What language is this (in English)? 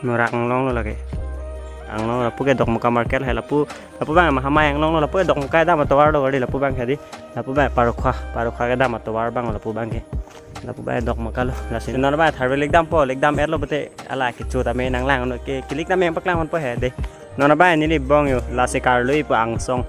Karbi